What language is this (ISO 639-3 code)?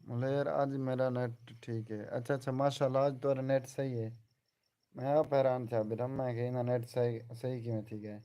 skr